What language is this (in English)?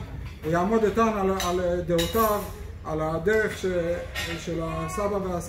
Hebrew